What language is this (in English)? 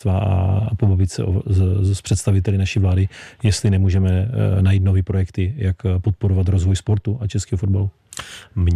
Czech